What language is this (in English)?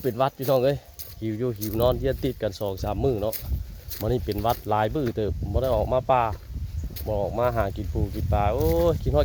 Northeastern Thai